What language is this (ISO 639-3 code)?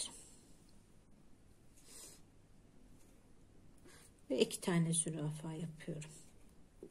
tur